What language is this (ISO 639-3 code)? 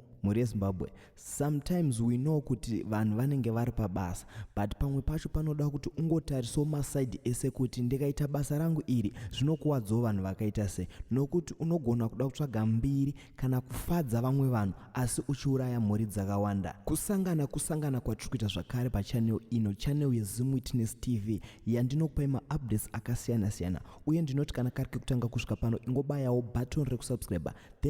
sna